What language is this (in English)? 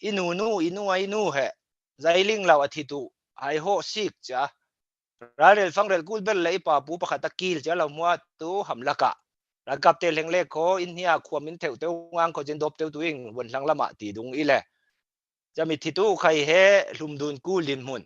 Falam Chin